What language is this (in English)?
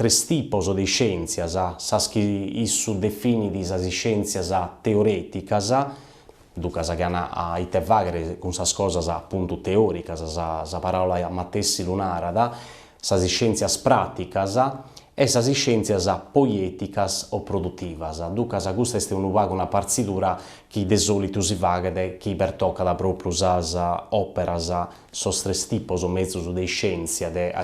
Sardinian